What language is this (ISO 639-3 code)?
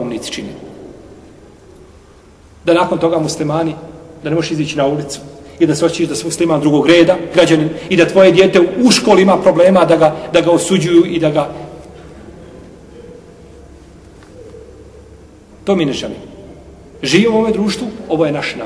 bos